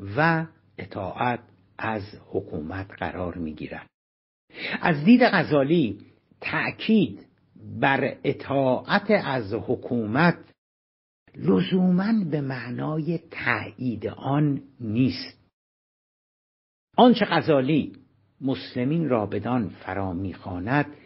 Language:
Persian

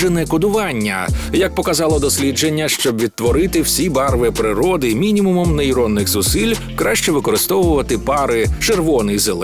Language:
Ukrainian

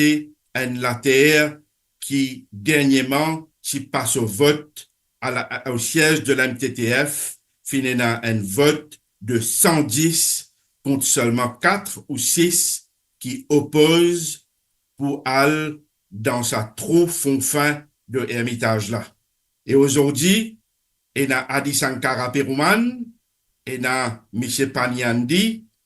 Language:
Morisyen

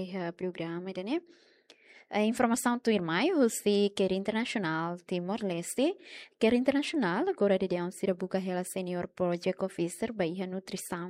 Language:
Tetum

